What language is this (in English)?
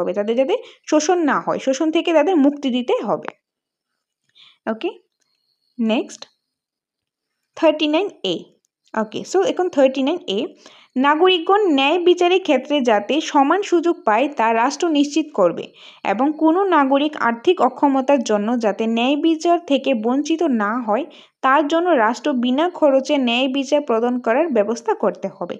Bangla